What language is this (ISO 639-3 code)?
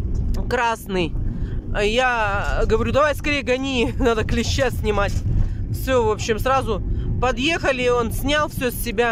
rus